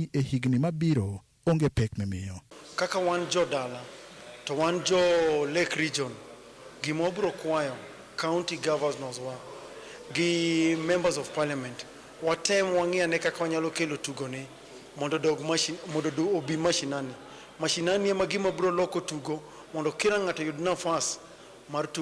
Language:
Luo (Kenya and Tanzania)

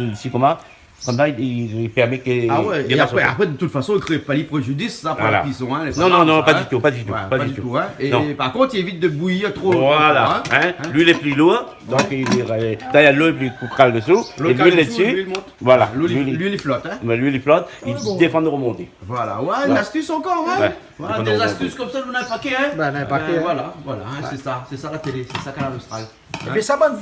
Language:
Réunion Creole French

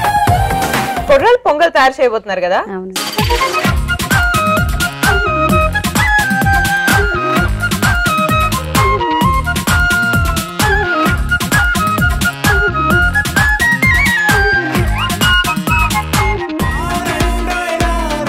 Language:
Telugu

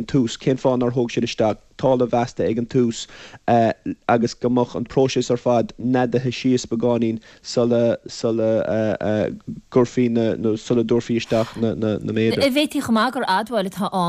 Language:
Irish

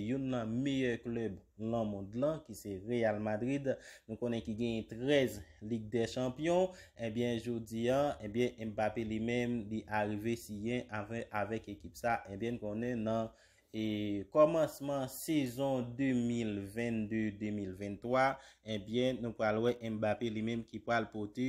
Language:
Haitian Creole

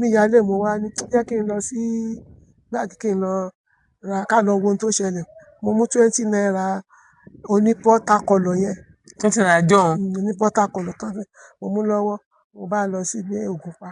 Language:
Yoruba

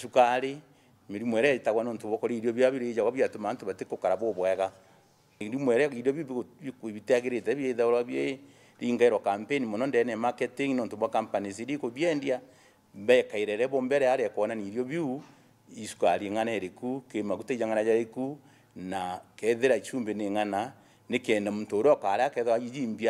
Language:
Meru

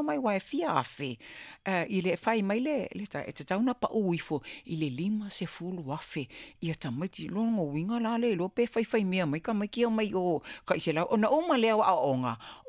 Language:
Samoan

